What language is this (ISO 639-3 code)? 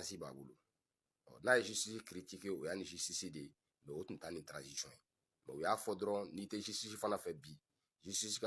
bam